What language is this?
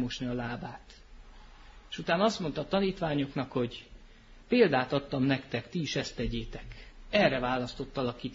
Hungarian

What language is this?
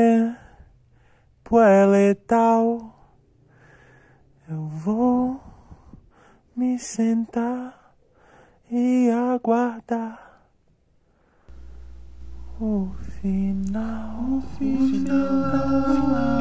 Portuguese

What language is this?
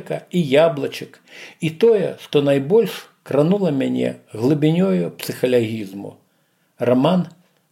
Belarusian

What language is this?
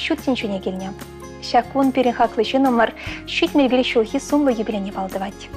Chuvash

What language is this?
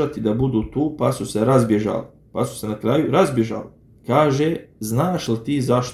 Bosnian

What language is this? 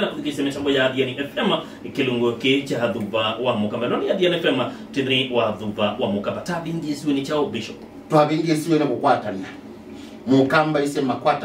Kamba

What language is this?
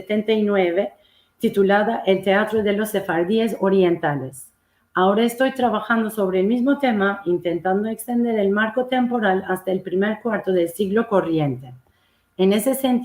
Ladino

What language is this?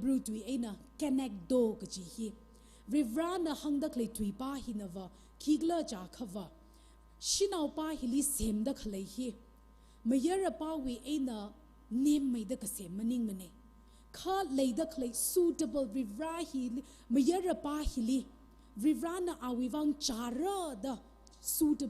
Tangkhul Naga (India)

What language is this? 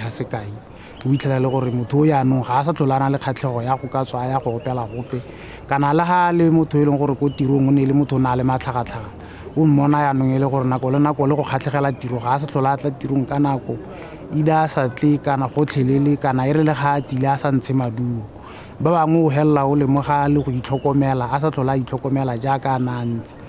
Tswana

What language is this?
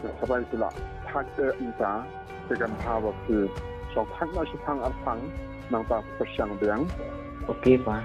Khasi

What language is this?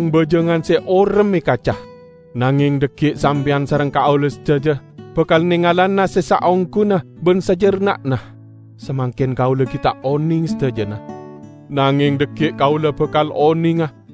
Madurese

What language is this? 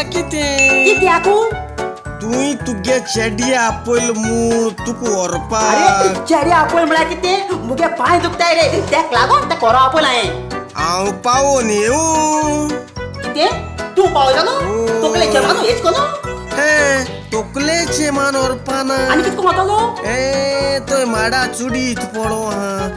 Konkani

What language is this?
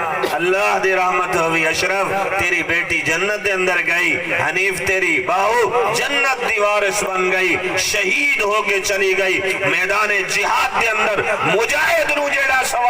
Saraiki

